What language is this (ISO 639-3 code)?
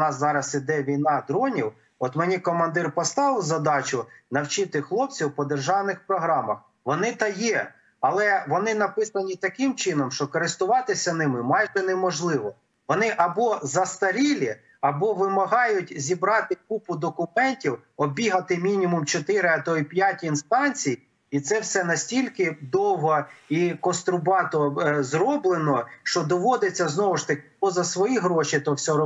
ukr